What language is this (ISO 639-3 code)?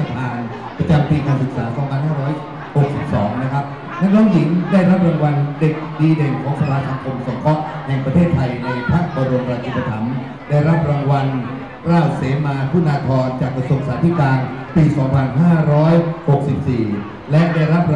tha